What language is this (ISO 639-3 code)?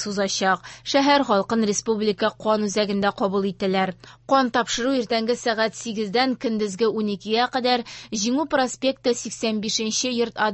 tat